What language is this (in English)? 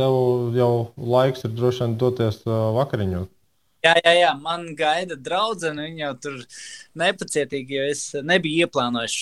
Latvian